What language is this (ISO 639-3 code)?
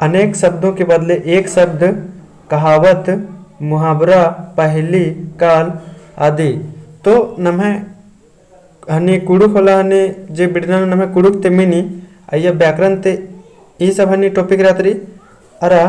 kru